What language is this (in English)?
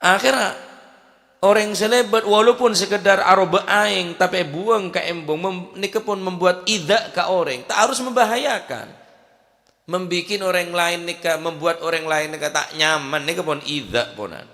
Madurese